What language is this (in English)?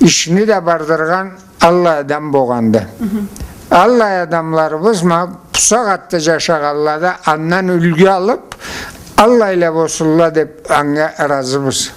Karachay-Balkar